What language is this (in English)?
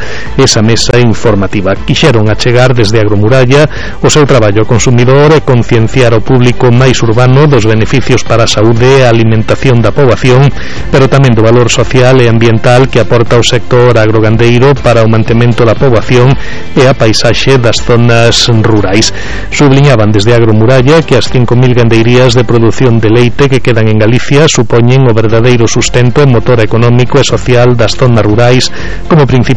Galician